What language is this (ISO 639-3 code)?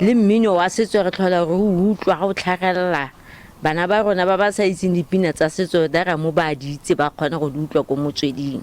tsn